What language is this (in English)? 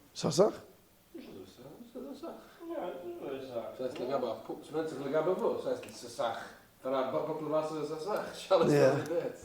Yiddish